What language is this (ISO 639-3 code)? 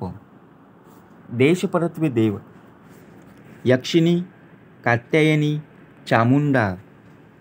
mar